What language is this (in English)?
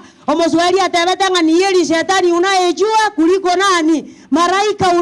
Gusii